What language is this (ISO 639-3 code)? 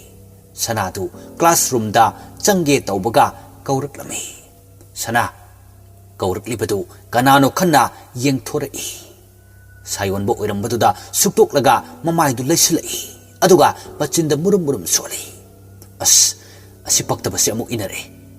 mni